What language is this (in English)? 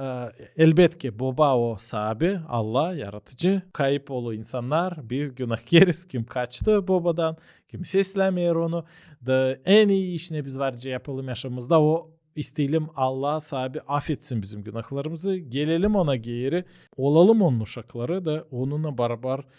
Gagauz